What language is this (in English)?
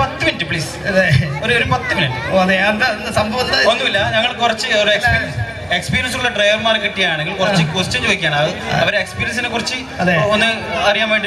Malayalam